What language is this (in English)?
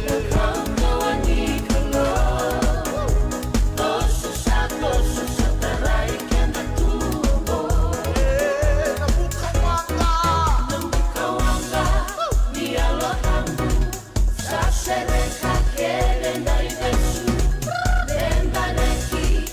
Fijian